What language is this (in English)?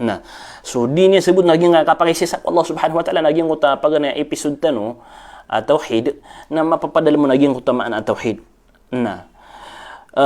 Maranao